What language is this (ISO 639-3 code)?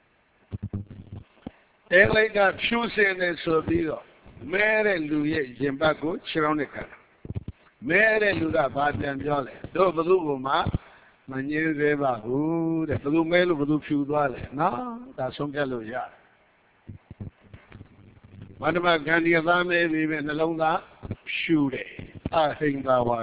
mya